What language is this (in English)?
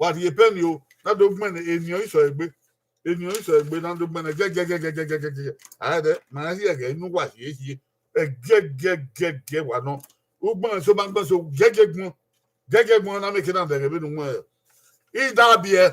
Bini